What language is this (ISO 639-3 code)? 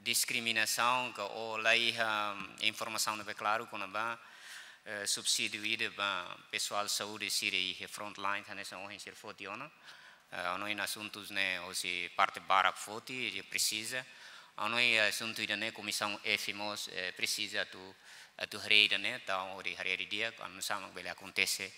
tet